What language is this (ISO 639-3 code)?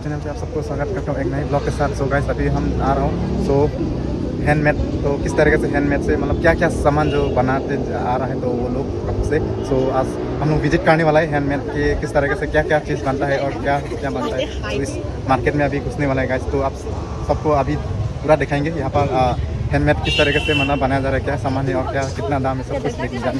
mjw